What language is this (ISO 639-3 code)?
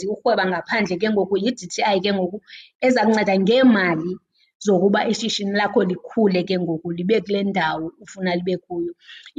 xho